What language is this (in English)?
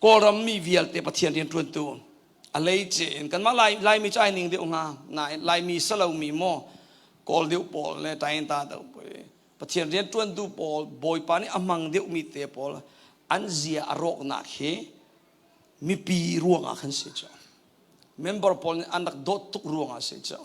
Hakha Chin